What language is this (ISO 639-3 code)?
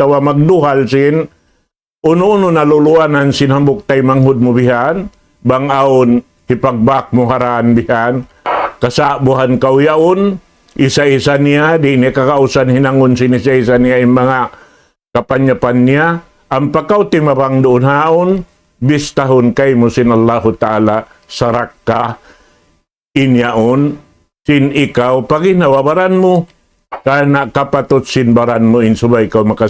tsg